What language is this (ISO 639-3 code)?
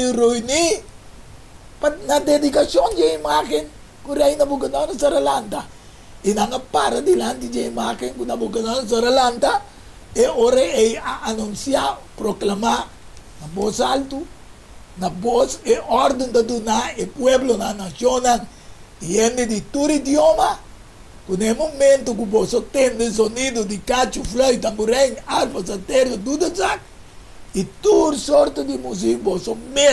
pap